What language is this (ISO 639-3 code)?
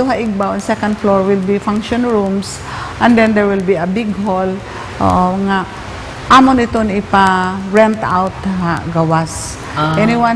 war